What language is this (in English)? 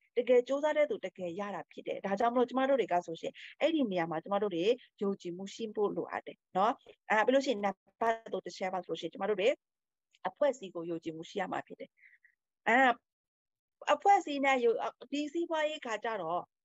Burmese